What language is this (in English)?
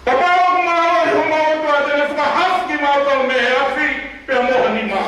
Tongan